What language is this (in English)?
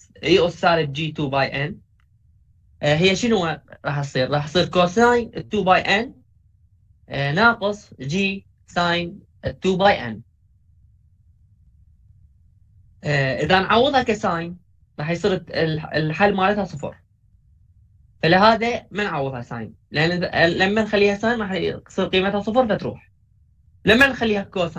Mesopotamian Arabic